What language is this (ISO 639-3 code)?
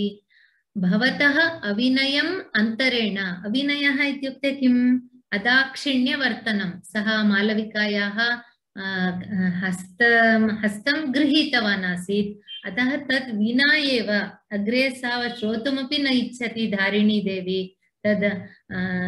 san